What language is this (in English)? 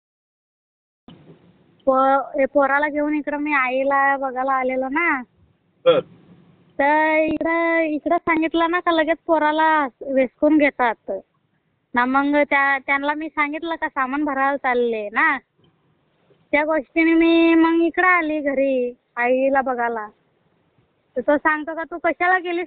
Marathi